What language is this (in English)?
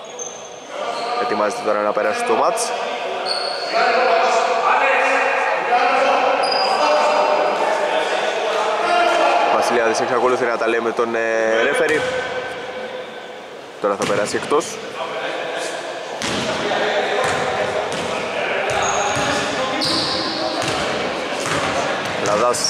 Greek